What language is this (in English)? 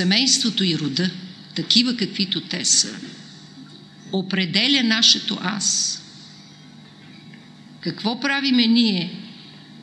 Bulgarian